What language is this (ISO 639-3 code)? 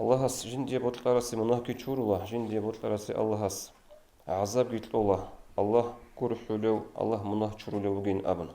ava